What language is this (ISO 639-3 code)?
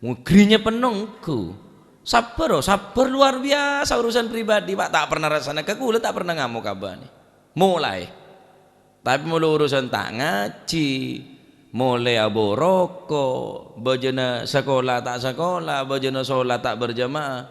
mad